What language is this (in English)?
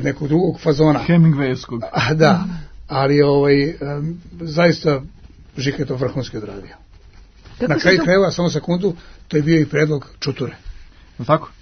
Serbian